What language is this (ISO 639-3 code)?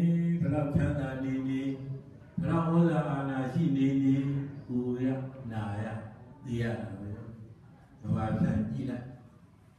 mya